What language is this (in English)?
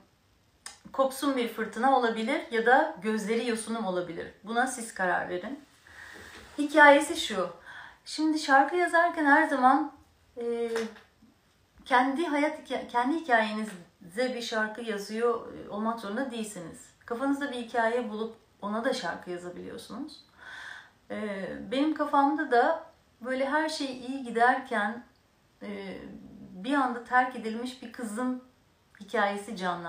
Turkish